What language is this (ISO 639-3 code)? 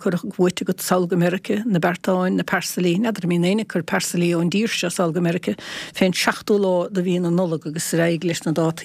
gle